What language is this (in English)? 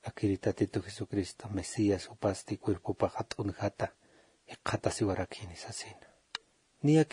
Aymara